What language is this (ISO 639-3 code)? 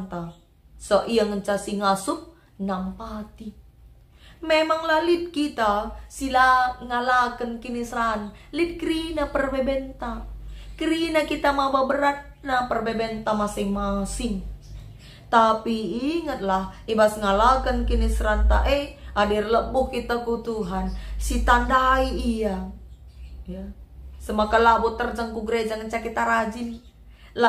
btx